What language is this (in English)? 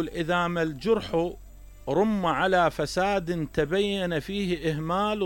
Mesopotamian Arabic